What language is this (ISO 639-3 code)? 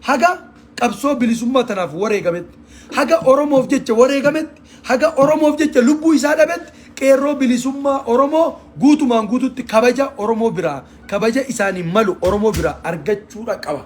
orm